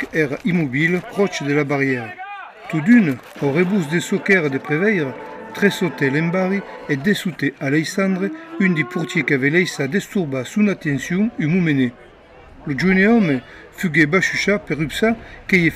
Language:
Occitan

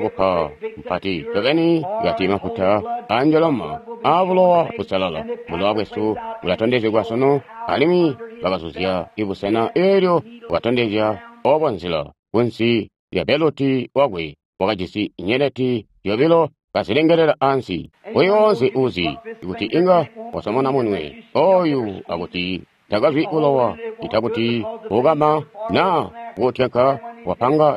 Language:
Tonga (Zambia)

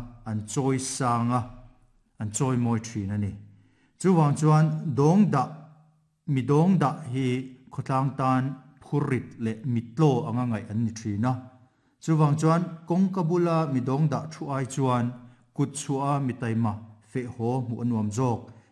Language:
Mizo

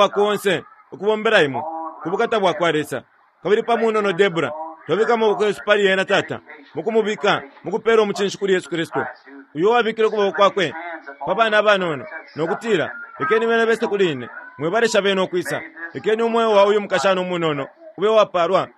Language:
Bemba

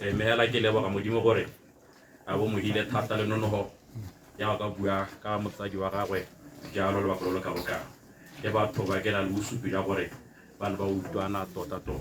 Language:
Tswana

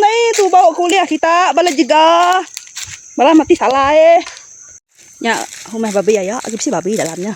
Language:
Iban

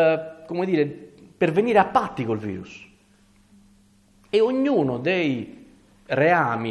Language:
Italian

